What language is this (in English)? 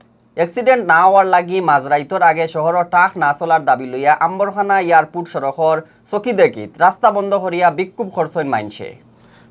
Sylheti